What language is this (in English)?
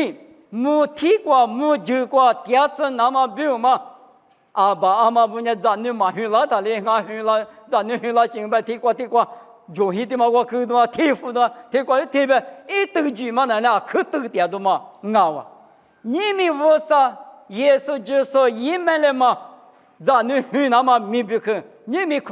Lisu